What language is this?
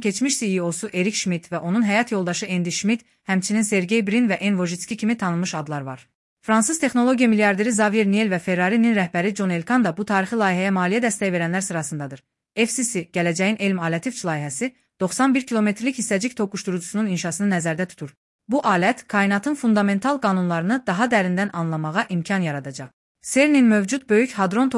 Azerbaijani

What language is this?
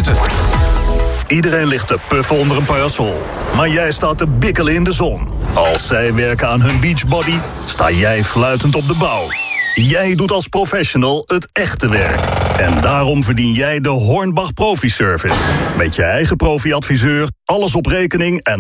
Dutch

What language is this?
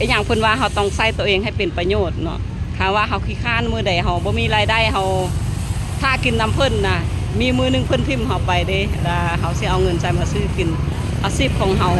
Lao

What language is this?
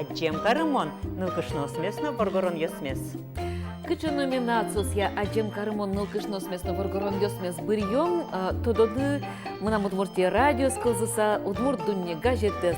Udmurt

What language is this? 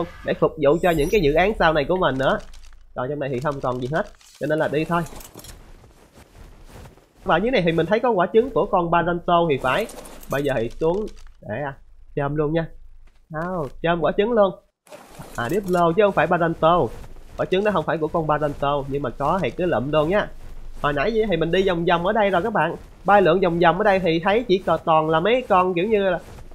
Vietnamese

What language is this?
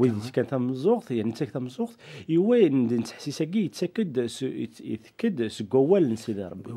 Kabyle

